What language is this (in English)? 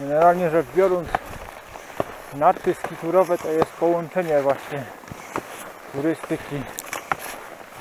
Polish